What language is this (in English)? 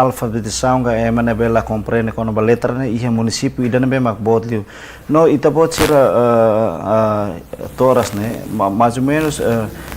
Tetum